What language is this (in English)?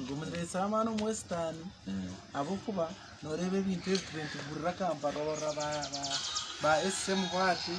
Nyankole